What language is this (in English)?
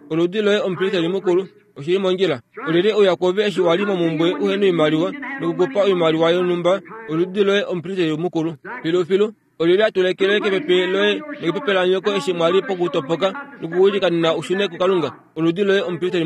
Kuanyama